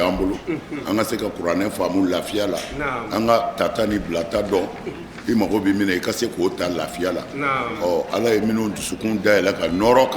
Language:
Bambara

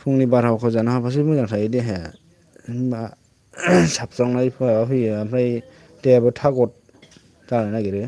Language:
Bodo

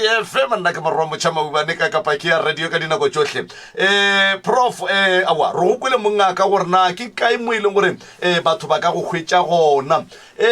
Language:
Northern Sotho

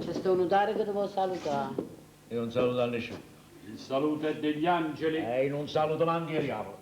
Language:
Neapolitan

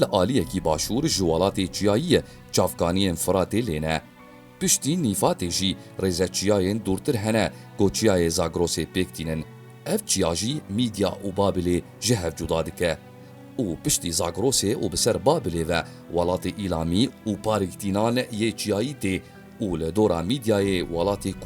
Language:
Kurdish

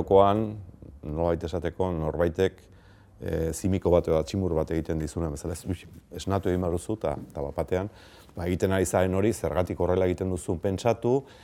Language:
Basque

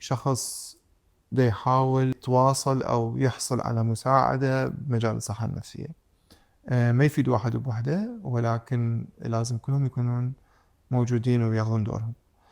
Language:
Mesopotamian Arabic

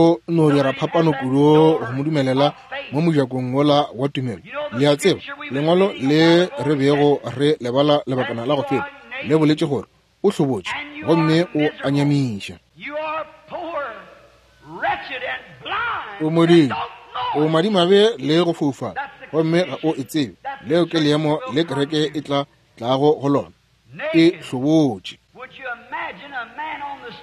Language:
Northern Sotho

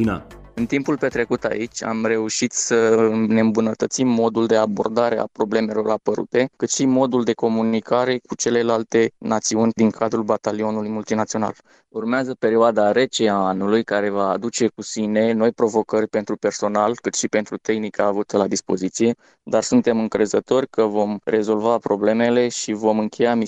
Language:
Romanian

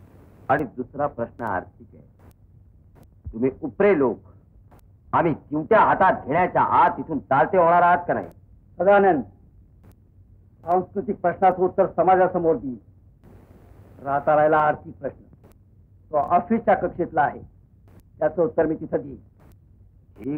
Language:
Marathi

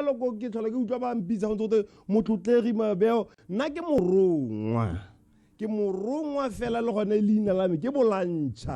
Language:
Tswana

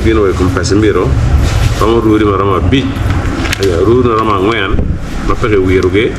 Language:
Acoli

